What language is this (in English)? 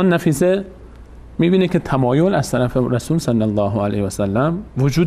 Persian